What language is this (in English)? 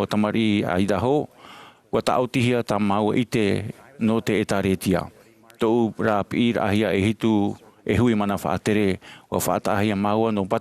Tahitian